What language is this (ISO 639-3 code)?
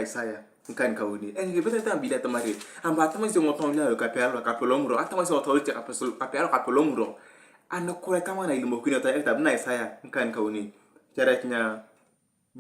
tuv